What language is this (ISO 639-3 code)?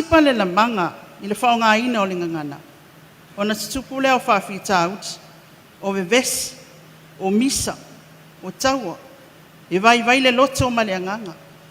smo